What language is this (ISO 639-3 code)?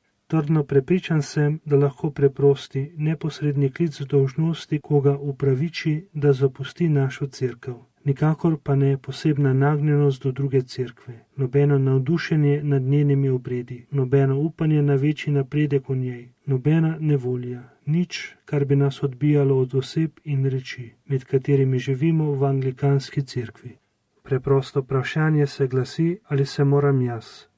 slv